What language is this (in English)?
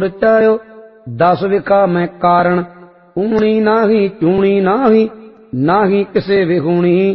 Punjabi